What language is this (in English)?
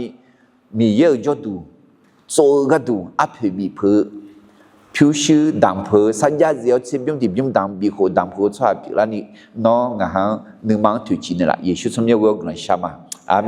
Akha